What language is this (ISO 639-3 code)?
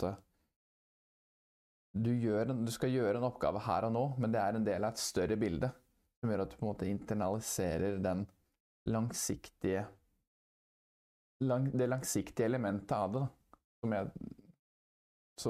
nor